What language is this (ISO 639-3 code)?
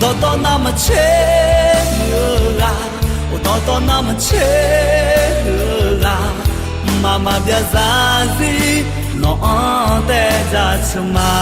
ahk